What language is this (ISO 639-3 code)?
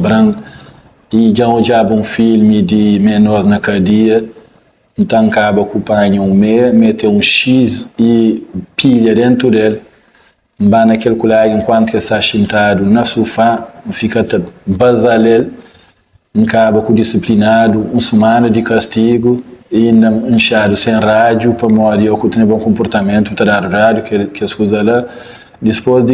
kea